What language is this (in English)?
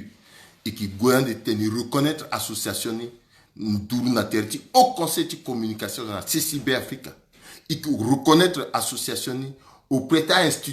Sango